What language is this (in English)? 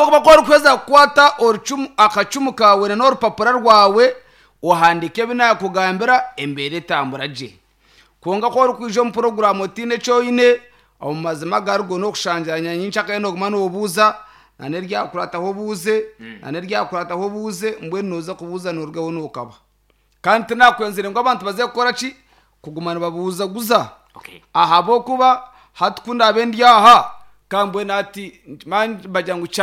Nyankole